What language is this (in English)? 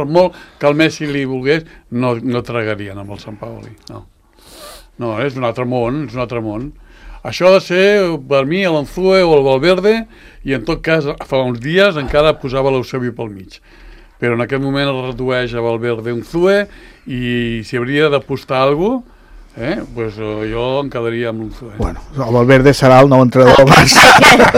Catalan